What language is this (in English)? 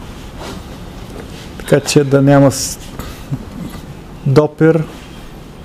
Bulgarian